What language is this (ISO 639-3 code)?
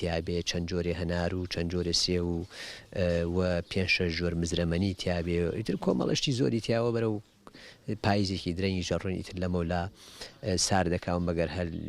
ckb